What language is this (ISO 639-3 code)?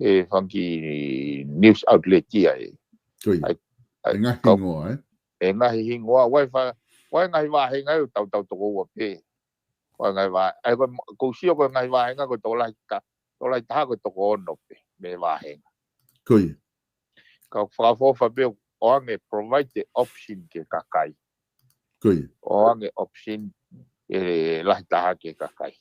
ton